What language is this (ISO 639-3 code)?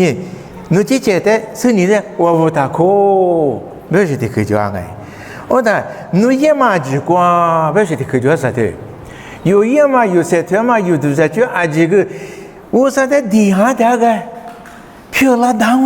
lis